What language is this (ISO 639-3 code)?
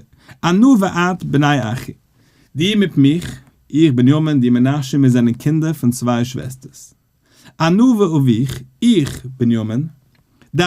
yid